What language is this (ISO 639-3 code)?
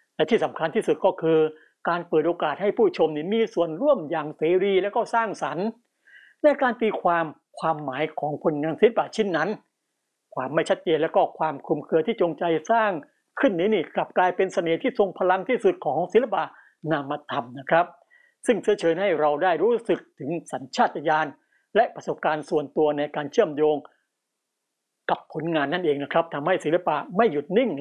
tha